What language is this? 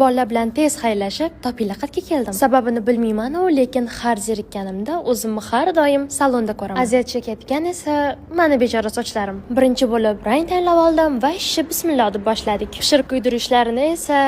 Uzbek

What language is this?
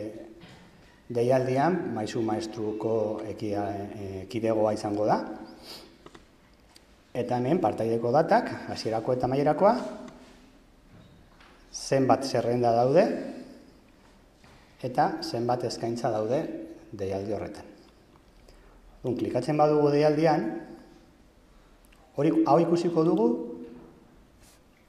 Basque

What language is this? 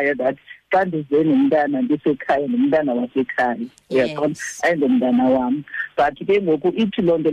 Xhosa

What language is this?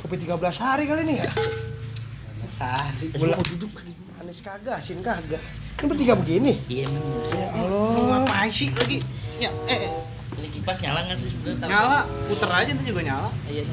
Betawi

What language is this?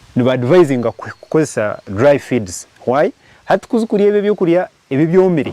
Nyankole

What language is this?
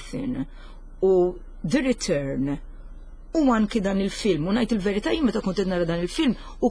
Maltese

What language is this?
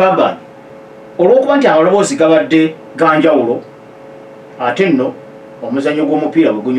Ganda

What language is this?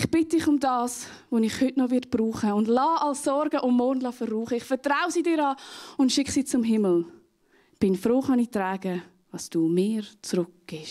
Swiss German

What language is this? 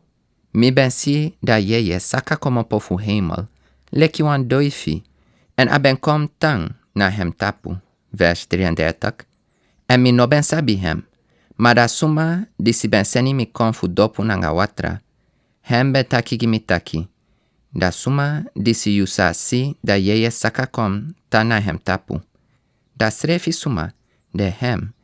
Sranan Tongo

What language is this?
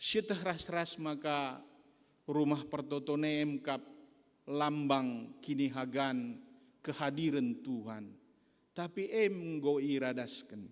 Batak Karo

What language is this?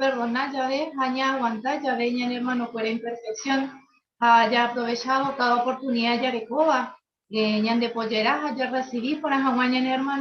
Guarani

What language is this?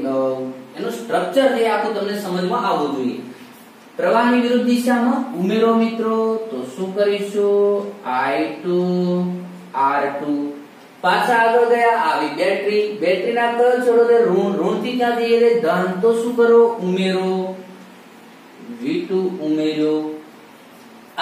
Gujarati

